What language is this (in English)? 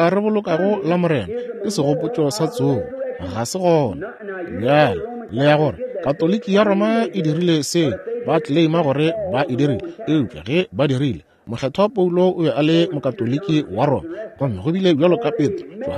Northern Sotho